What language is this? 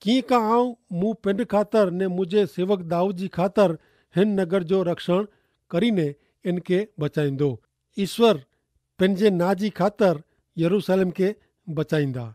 Kachhi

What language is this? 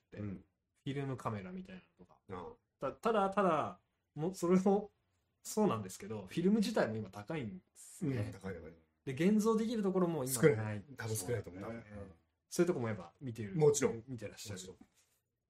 Japanese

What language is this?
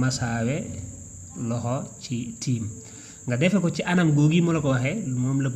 Wolof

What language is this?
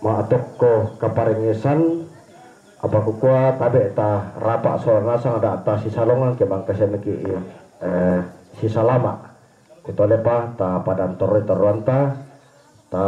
Toraja-Sa'dan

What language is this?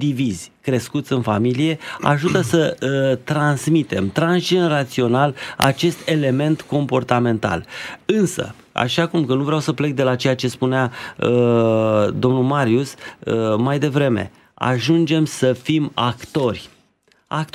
Romanian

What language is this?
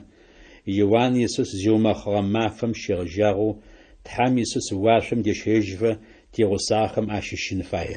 Adyghe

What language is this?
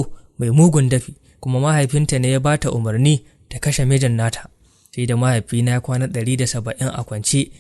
Hausa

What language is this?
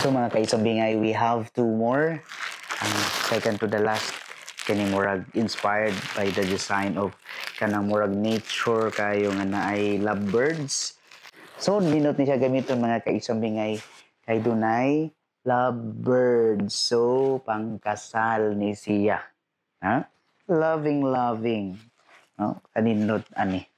Cebuano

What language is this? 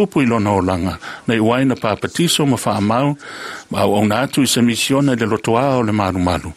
Samoan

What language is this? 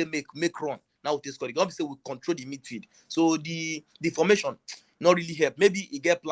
Nigerian Pidgin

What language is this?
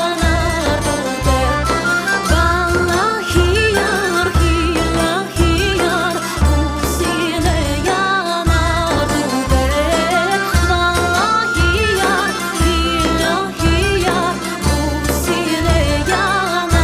Crimean Tatar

